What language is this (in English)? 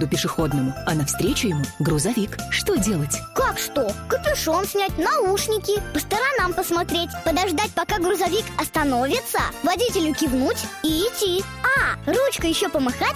Russian